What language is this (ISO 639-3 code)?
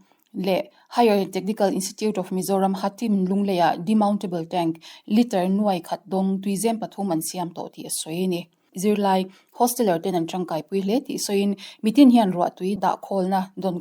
lus